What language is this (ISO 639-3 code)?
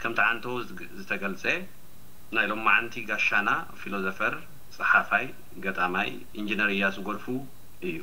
tir